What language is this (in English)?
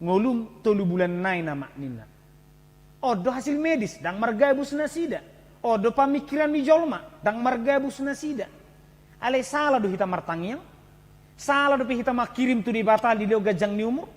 Batak Toba